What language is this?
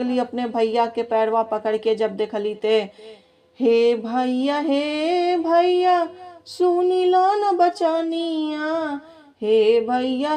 Bhojpuri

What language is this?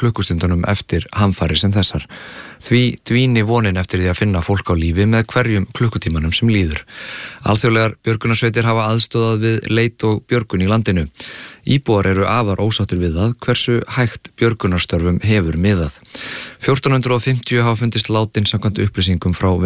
Icelandic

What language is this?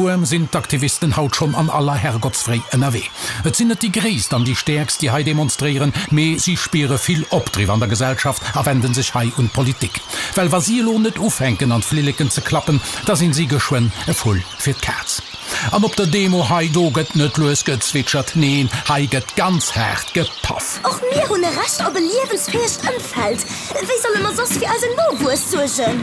Luxembourgish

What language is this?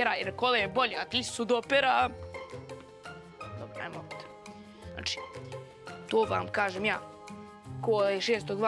Serbian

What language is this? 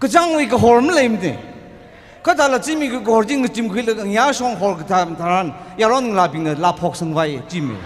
Tangkhul Naga (India)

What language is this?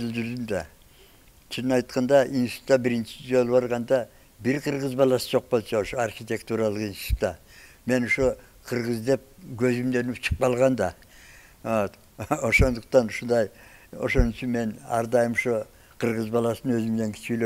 Kyrgyz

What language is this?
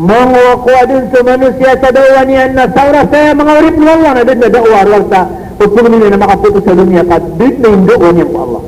Maranao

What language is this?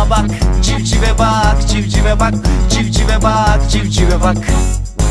Turkish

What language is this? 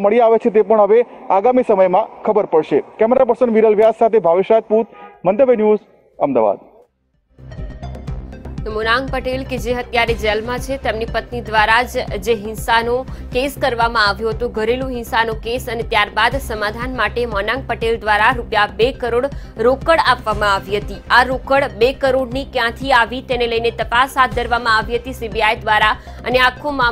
Gujarati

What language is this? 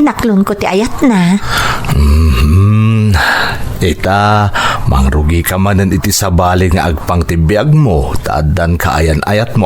Iloko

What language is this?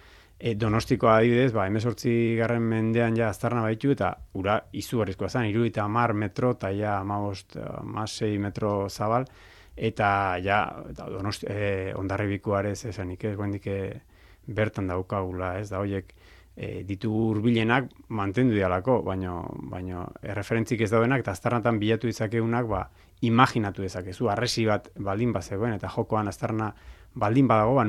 Basque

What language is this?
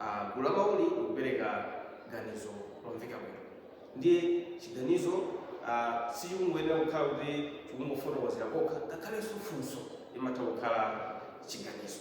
Nyanja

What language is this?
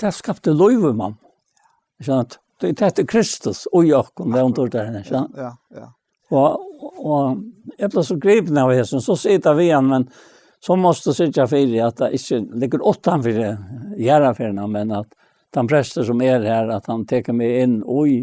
Faroese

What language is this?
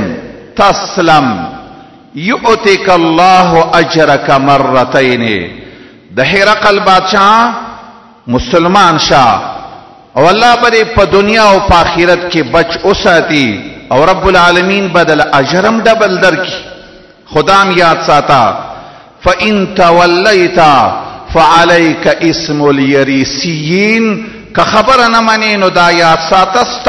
Pashto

